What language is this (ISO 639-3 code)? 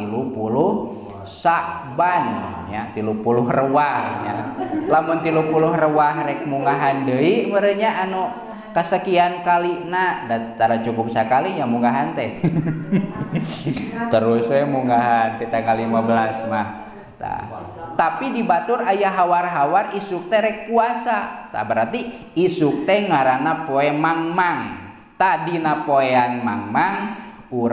sun